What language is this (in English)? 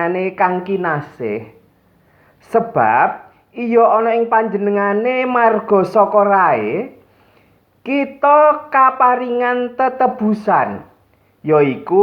Javanese